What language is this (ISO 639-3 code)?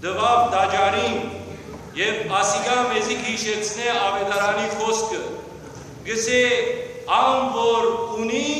hyw